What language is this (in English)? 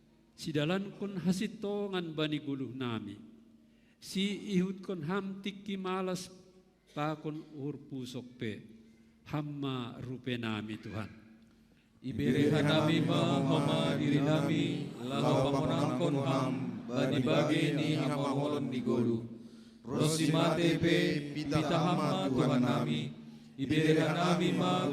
Batak Simalungun